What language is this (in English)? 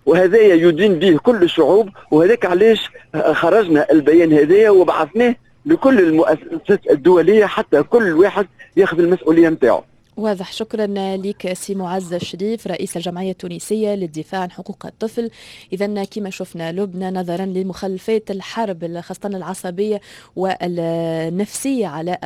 Tunisian Arabic